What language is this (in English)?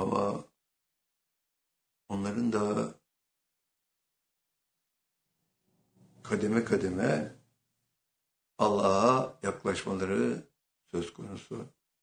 Turkish